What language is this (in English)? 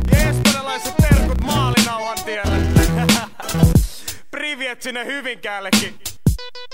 Finnish